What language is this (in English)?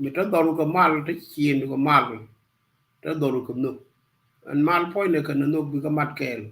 Nuer